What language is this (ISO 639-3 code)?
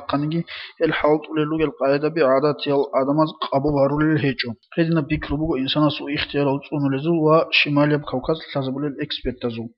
ava